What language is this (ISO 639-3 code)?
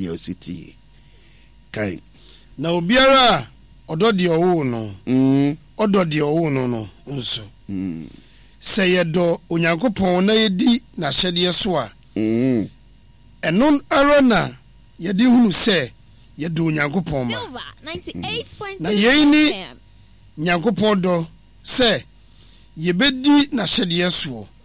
aka